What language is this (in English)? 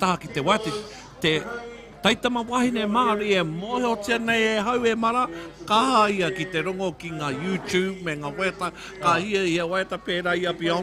Māori